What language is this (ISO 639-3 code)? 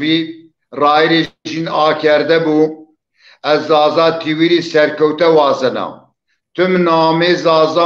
zza